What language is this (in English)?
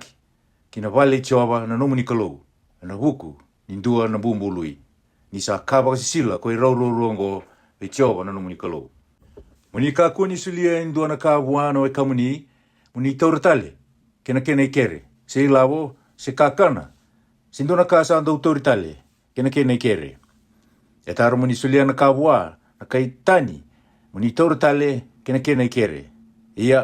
Fijian